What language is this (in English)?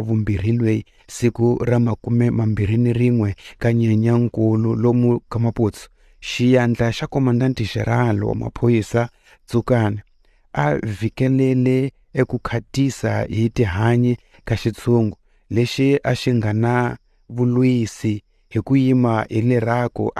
Tsonga